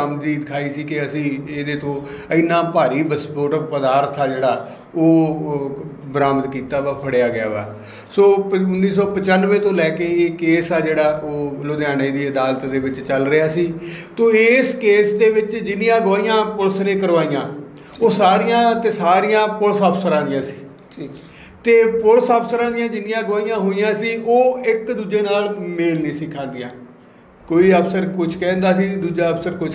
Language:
Punjabi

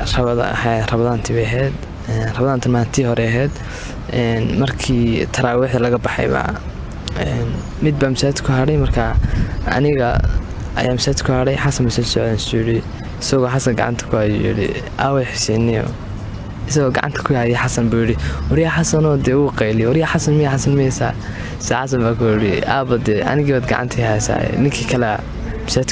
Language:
Somali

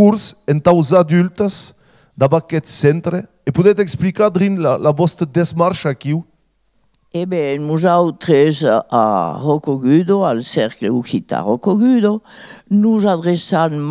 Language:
Occitan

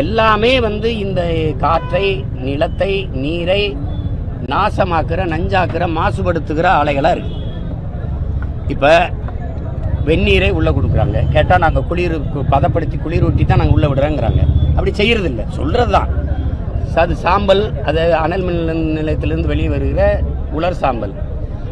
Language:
Tamil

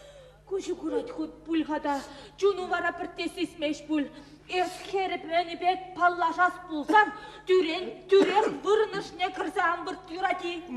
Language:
Chuvash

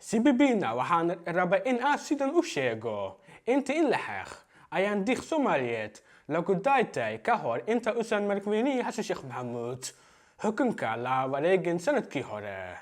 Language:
Somali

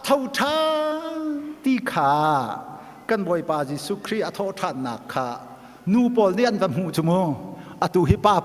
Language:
Hakha Chin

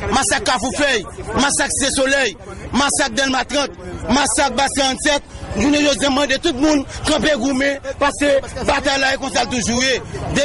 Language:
Haitian Creole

